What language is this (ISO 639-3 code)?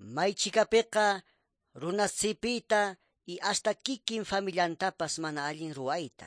que